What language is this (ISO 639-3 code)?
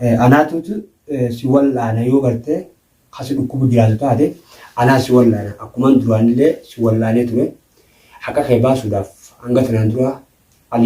orm